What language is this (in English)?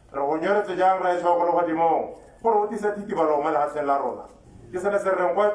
Tswana